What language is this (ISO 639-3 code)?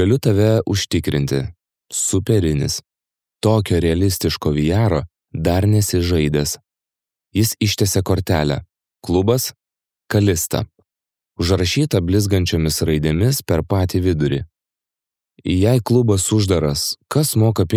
lit